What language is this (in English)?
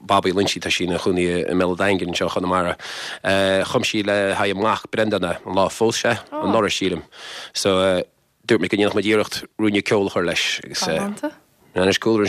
Irish